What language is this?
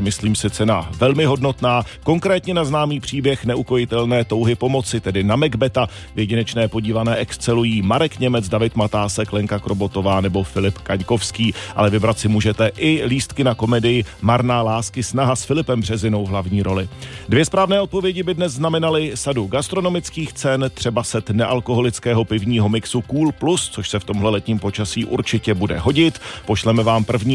Czech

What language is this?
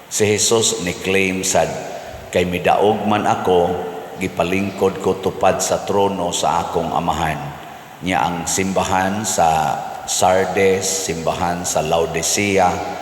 Cebuano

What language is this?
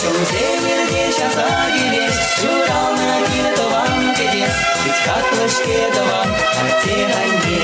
Chuvash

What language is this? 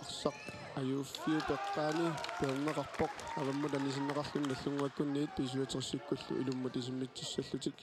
Kalaallisut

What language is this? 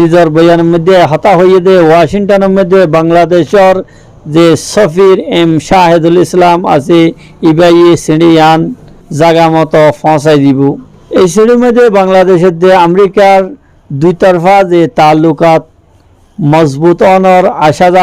Rohingya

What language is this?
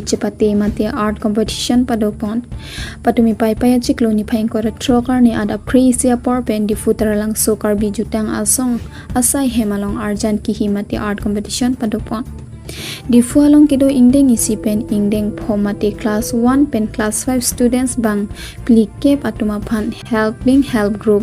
Karbi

